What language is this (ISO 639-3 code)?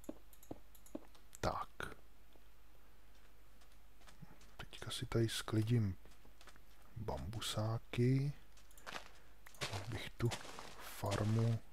ces